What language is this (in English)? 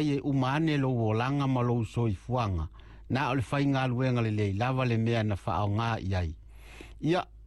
Samoan